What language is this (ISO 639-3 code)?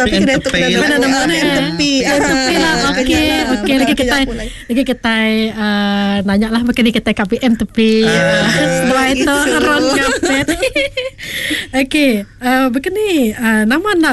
msa